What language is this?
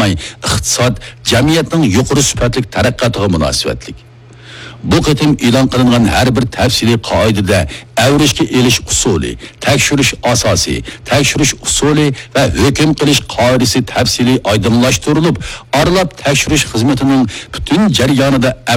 Uyghur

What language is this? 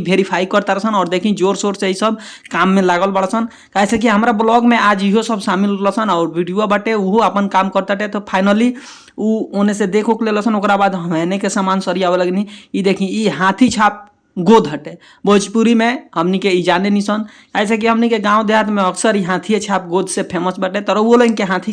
Bhojpuri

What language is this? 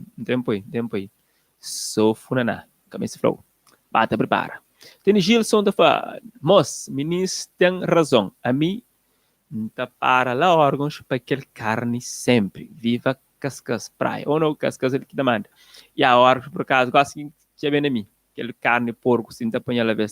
Kabuverdianu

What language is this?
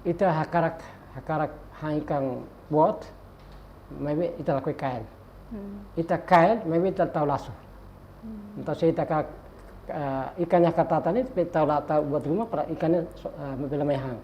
Tetum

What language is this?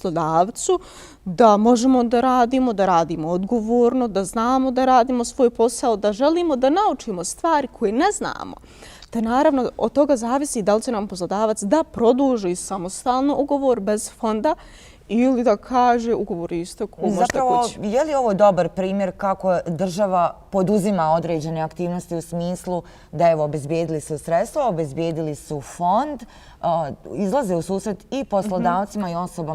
Bosnian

